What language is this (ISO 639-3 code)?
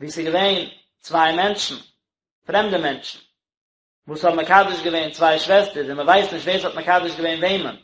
yid